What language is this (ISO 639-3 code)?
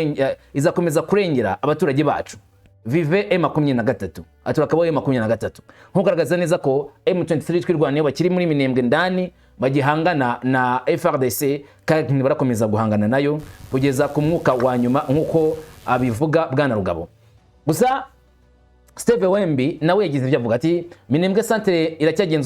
kin